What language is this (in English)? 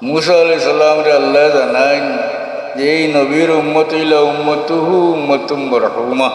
Sylheti